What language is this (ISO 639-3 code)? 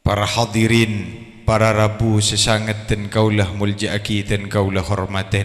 mad